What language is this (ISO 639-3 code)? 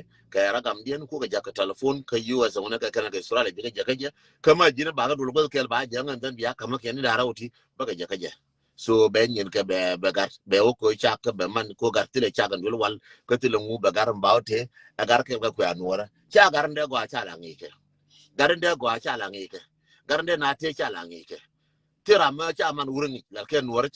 nus